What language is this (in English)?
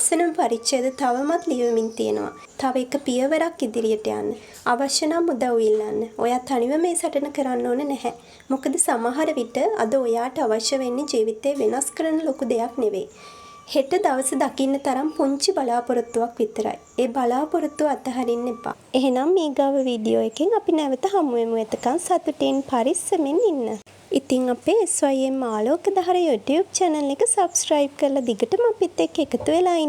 Sinhala